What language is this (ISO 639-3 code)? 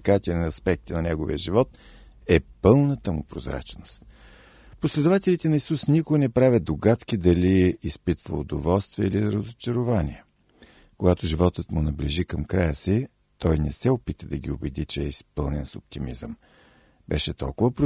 bul